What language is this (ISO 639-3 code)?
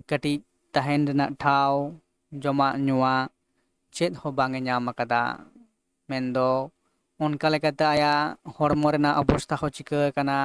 sat